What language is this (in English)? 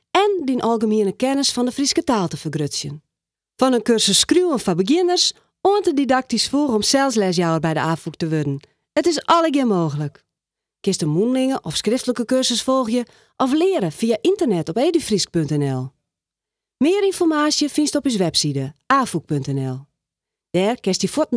Western Frisian